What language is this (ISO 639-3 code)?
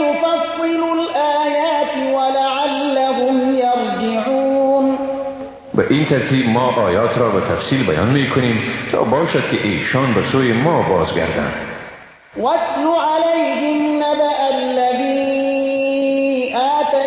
fas